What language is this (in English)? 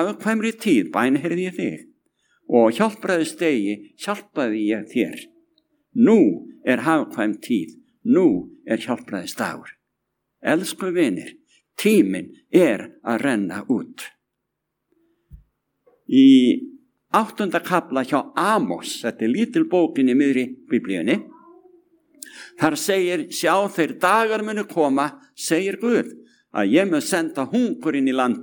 Icelandic